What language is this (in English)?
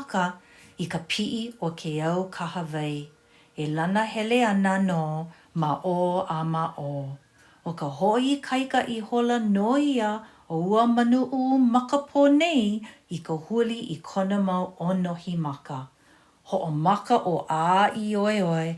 Hawaiian